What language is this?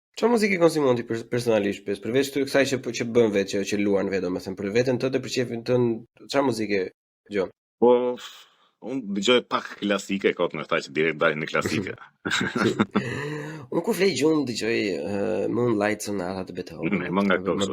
Albanian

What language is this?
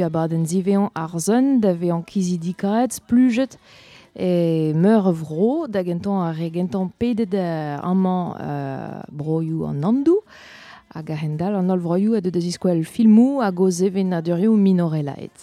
Breton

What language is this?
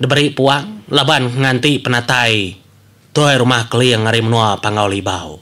Iban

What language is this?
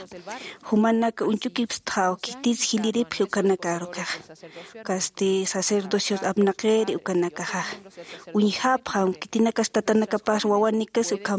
Aymara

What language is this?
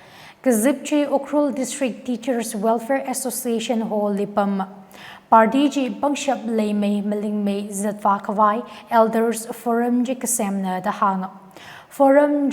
Tangkhul Naga (India)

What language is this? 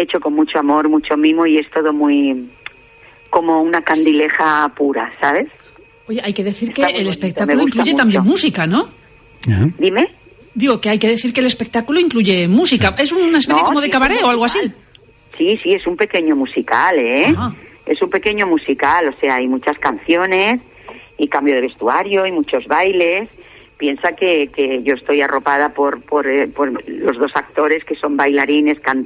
Spanish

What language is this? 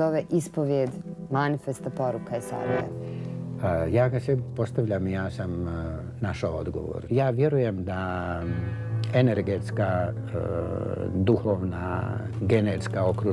Bosnian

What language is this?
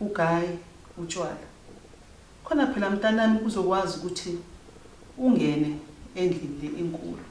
Zulu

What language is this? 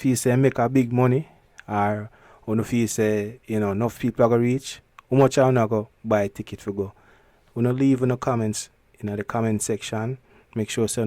Jamaican Creole English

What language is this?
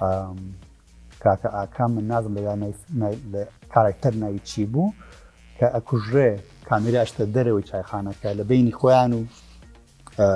Central Kurdish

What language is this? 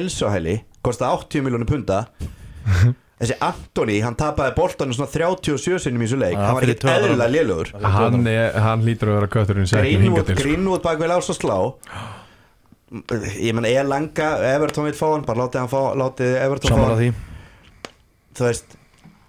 Icelandic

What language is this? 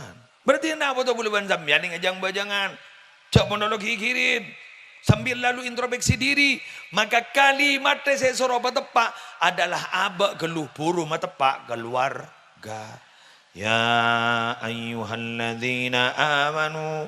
Madurese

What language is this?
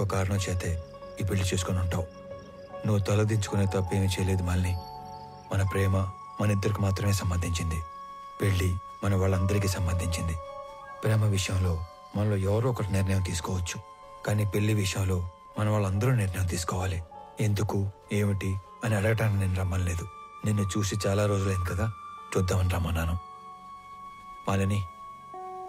Telugu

